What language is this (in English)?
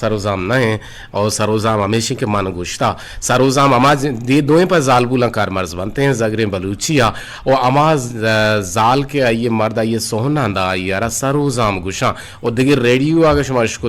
Eastern Balochi